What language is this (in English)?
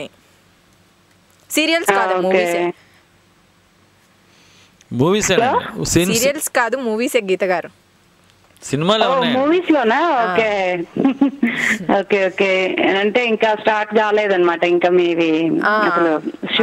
Telugu